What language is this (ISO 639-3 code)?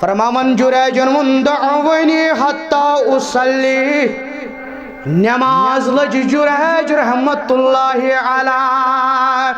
kas